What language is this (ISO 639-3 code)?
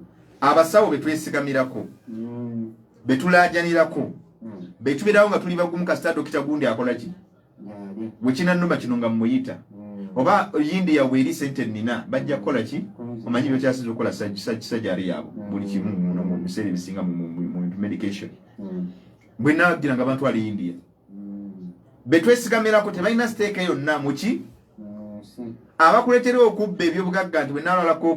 lug